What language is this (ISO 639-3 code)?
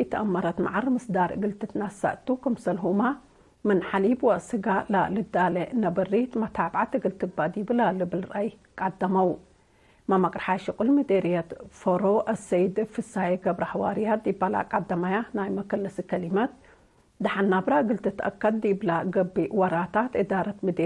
tig